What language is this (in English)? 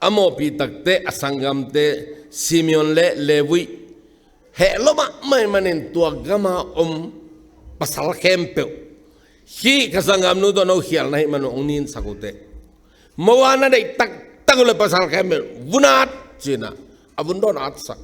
Tedim Chin